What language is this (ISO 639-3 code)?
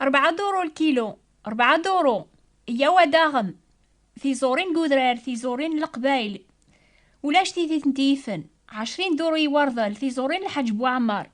kab